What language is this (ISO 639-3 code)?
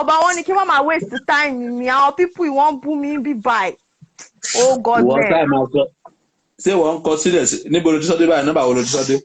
yor